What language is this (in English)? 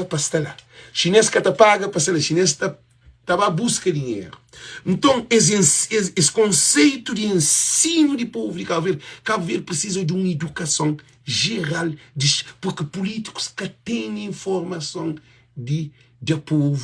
Kabuverdianu